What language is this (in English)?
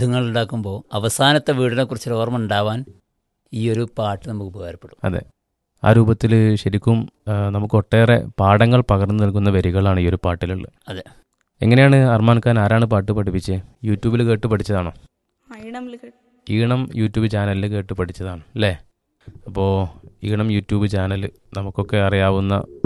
Malayalam